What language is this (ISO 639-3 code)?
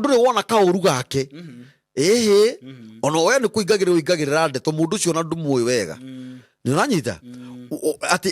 kik